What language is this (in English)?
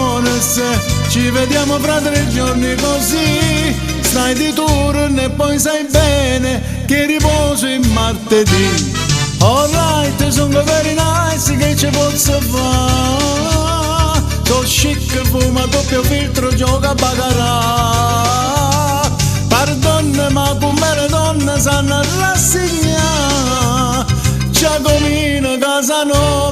Neapolitan